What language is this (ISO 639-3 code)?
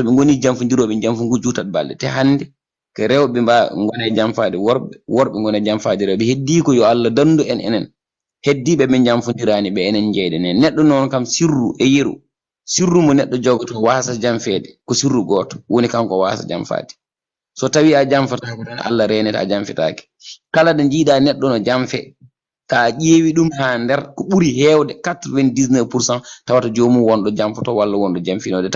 ful